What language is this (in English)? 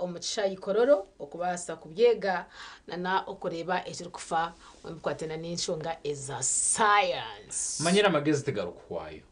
Nyankole